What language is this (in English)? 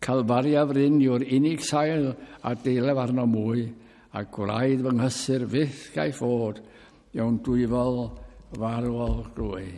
Welsh